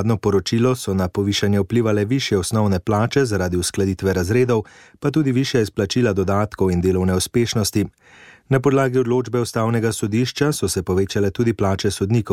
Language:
Slovenian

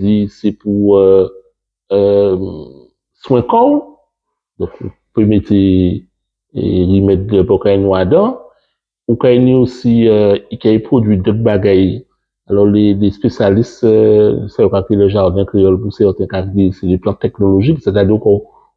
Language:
Guadeloupean Creole French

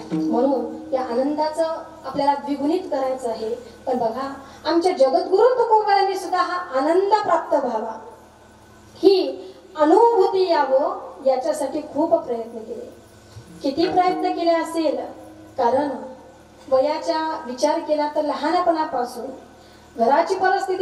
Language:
Marathi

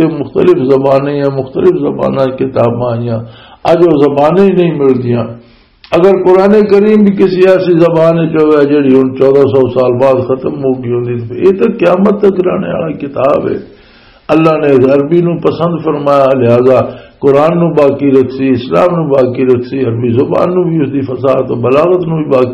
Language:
Western Panjabi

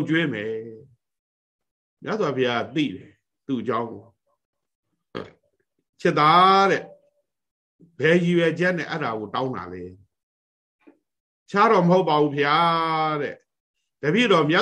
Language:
Burmese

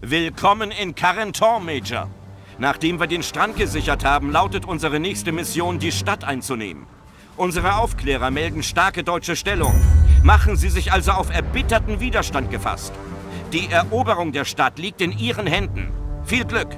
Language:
Bavarian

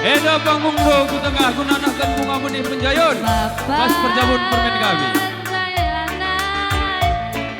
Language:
Batak Karo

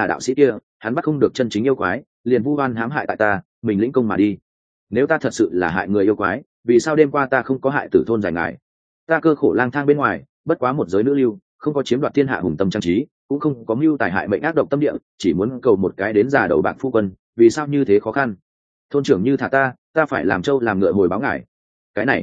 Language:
Vietnamese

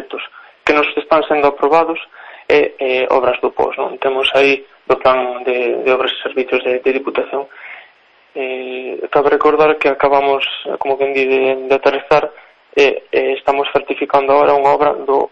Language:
Galician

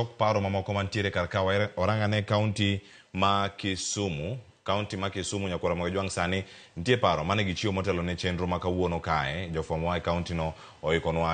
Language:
Luo (Kenya and Tanzania)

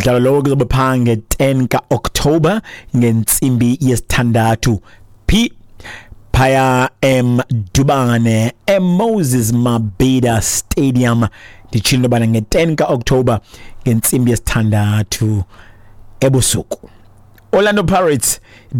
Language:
Xhosa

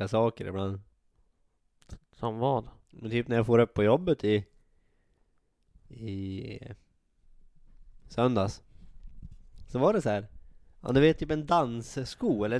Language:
Swedish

